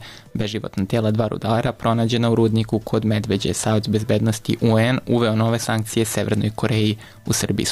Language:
Serbian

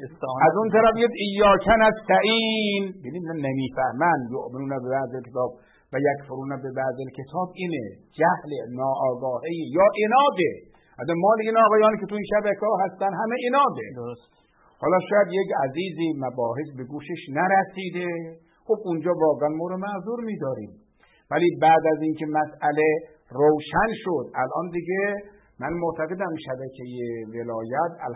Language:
Persian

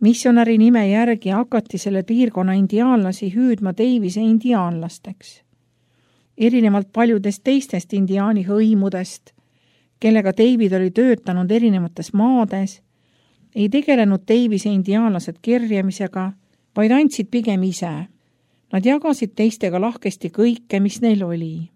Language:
Estonian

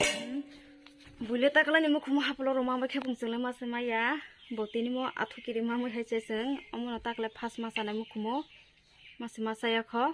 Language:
Kok Borok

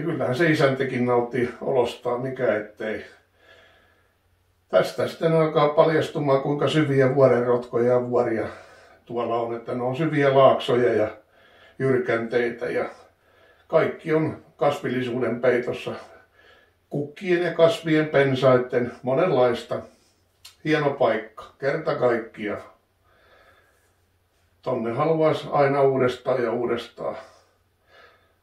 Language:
Finnish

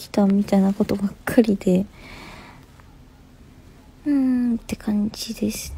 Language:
Japanese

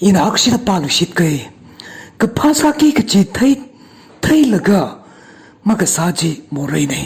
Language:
Tangkhul Naga (India)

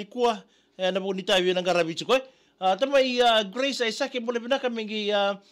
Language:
Fijian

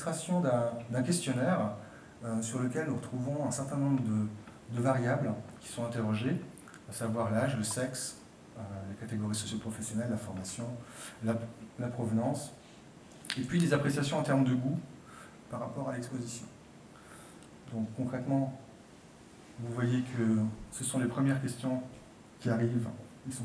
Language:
French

